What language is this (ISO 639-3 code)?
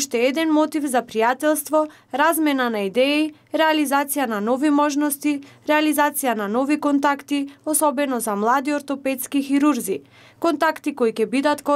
mkd